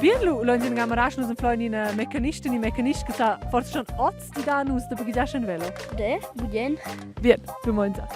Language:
Romansh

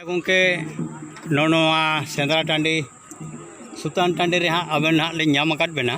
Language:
Santali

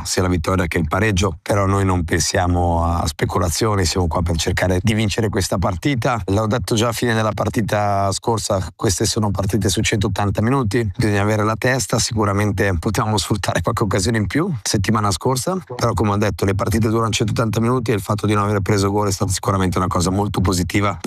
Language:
Italian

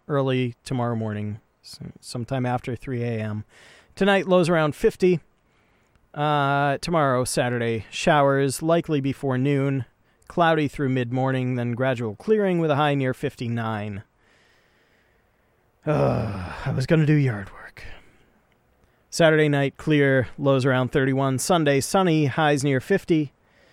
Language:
English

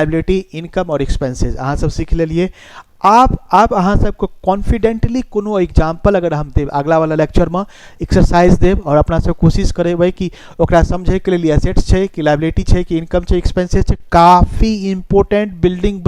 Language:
Maithili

